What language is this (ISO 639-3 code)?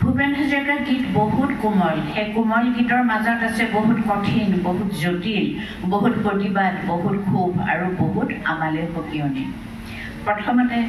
asm